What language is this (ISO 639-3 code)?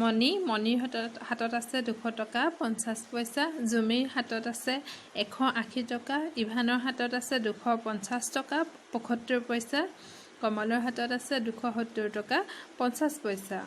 asm